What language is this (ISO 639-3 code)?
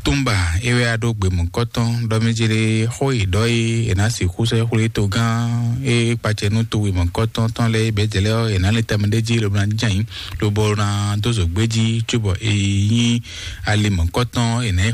fon